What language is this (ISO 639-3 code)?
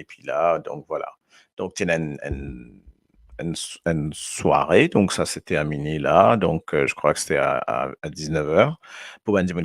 mfe